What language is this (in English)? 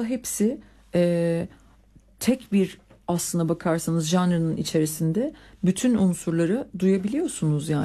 Turkish